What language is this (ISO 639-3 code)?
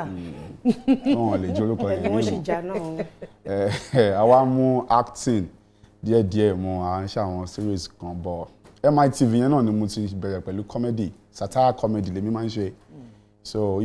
yor